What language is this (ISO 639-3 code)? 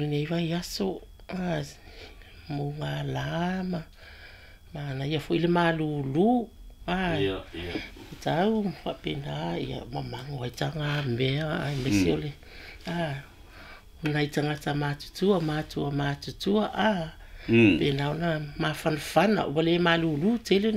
smo